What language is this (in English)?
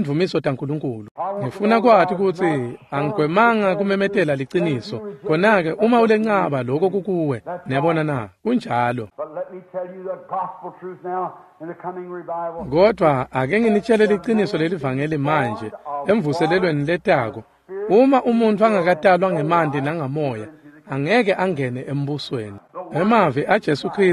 Swati